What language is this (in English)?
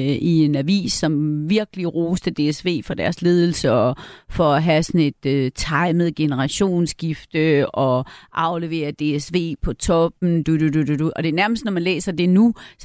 Danish